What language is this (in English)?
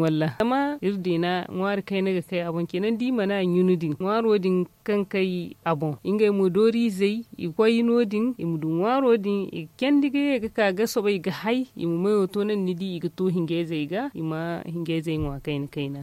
Zarma